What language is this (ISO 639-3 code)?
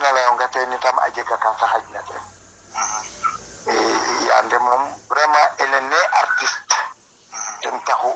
srr